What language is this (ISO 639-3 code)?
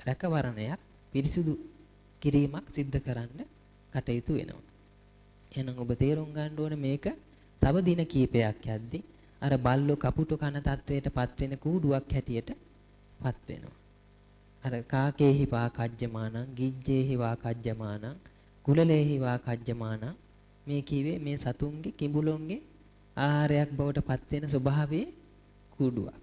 sin